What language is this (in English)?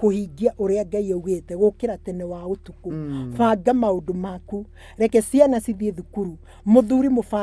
Kikuyu